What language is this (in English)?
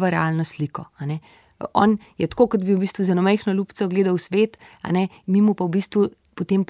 Slovenian